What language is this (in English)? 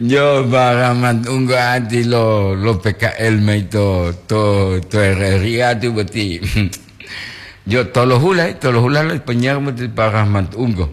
Gorontalo